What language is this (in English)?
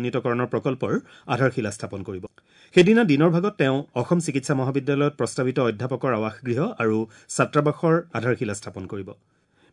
Assamese